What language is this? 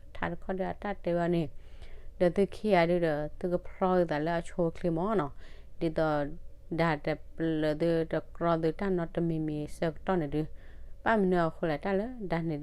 S'gaw Karen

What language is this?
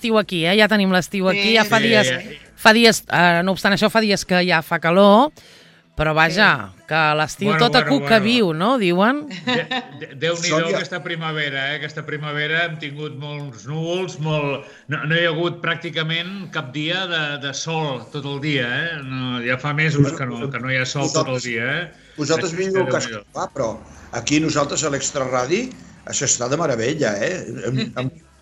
Catalan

